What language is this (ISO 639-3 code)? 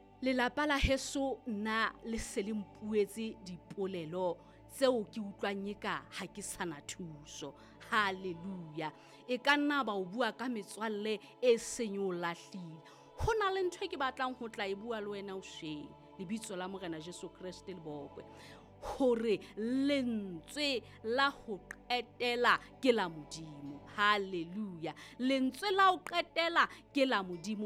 sot